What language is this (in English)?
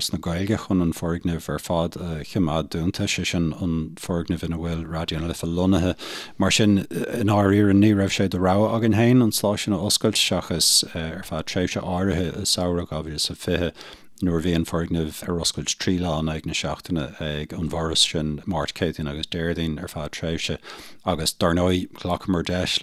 Irish